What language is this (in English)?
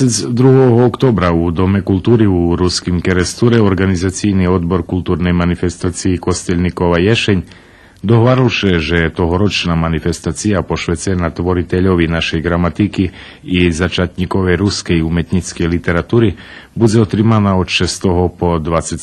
Rusyn